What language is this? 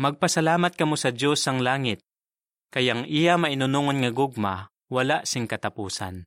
Hiligaynon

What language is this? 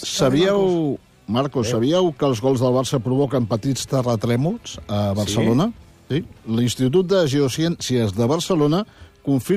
Catalan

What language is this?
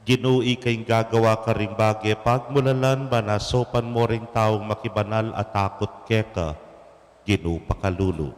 Pampanga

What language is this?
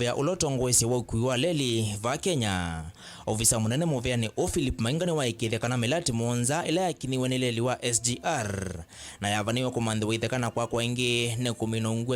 Kamba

